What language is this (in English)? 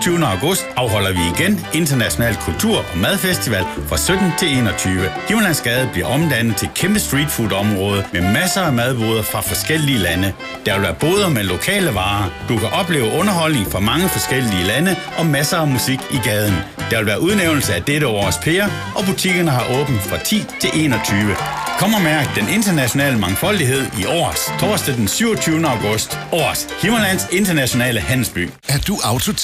Danish